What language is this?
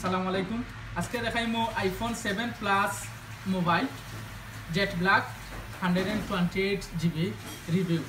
Sylheti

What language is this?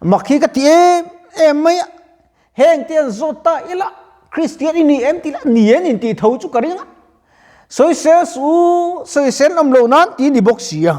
Mizo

